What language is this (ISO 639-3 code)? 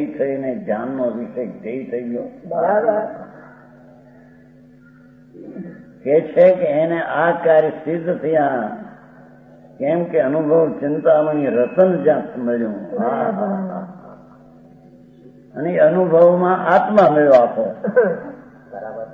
guj